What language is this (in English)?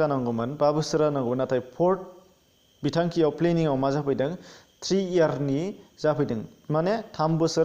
Bodo